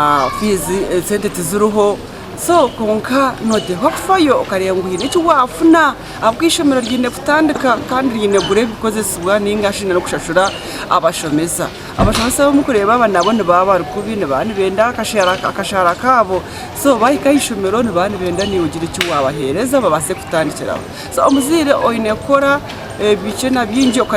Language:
Nyankole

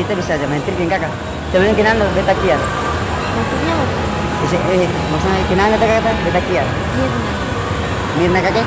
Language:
Ambonese Malay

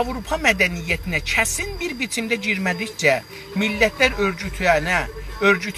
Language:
South Azerbaijani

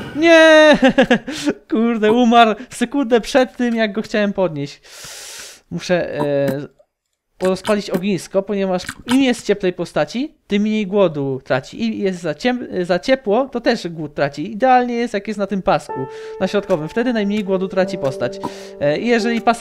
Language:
Polish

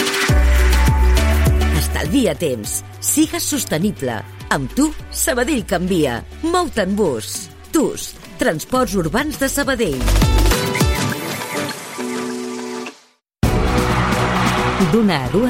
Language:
Catalan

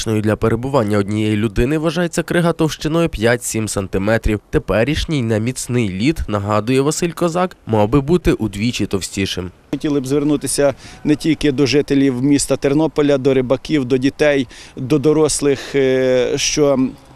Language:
Ukrainian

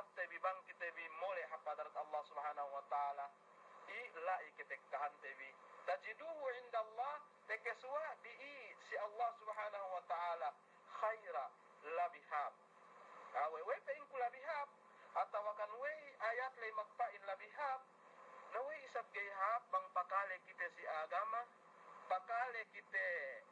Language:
Yakan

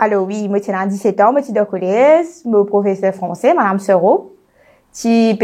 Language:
Morisyen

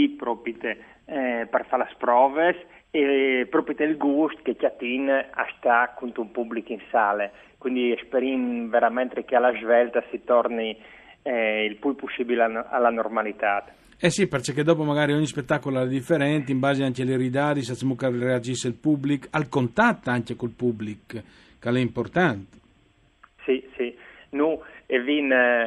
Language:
Friulian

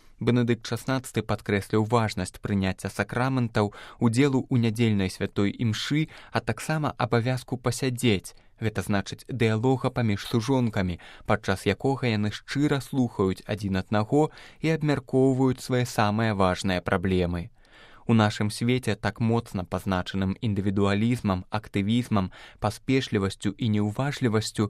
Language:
Belarusian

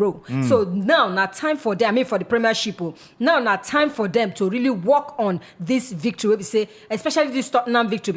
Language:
Nigerian Pidgin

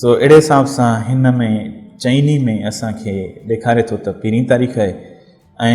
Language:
Sindhi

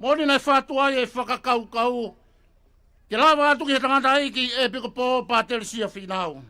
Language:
Tongan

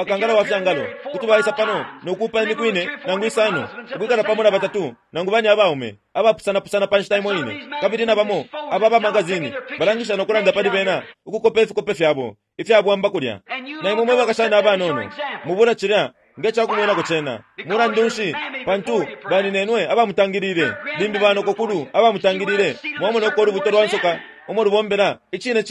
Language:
Bemba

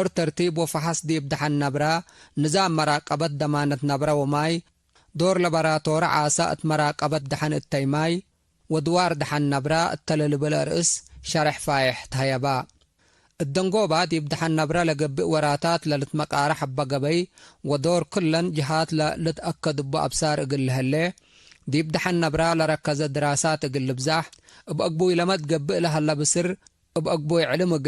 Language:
Tigre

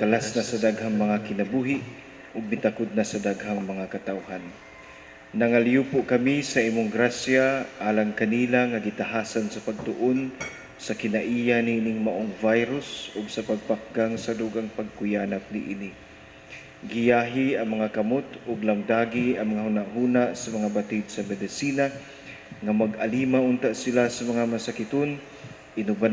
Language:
Cebuano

